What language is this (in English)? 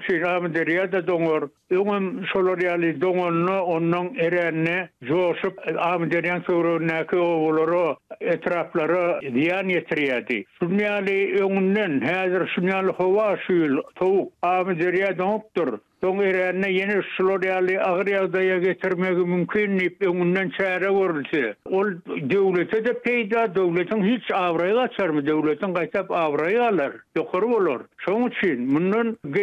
Turkmen